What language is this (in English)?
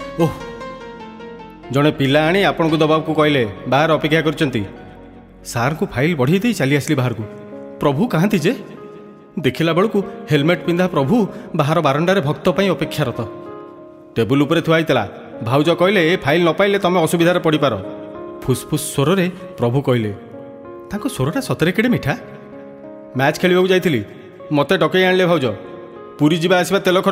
Odia